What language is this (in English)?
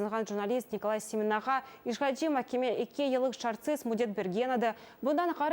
Crimean Tatar